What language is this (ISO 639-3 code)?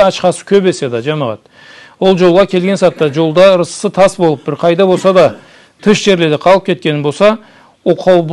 krc